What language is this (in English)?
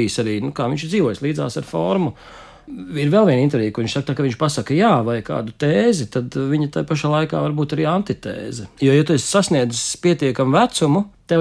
Latvian